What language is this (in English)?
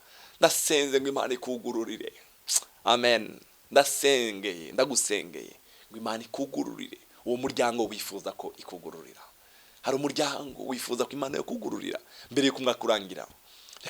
Rundi